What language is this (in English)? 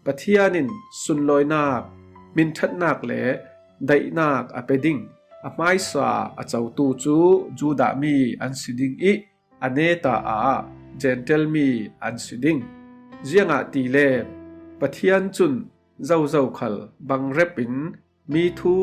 Falam Chin